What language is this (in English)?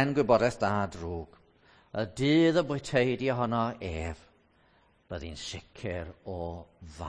Welsh